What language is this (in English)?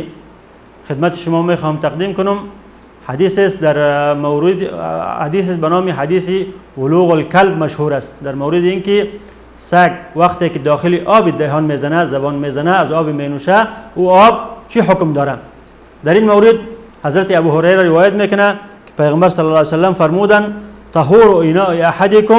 Persian